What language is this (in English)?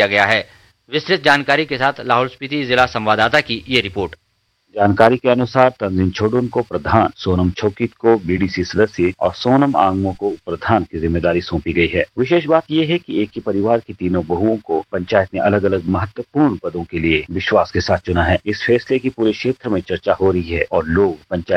Hindi